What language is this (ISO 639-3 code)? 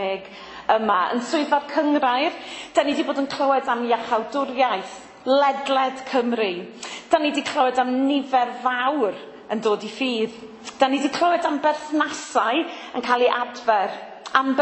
cym